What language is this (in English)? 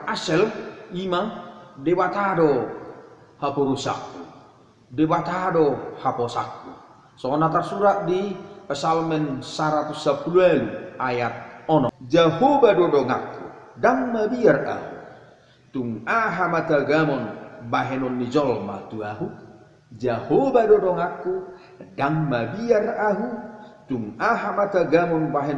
Batak Toba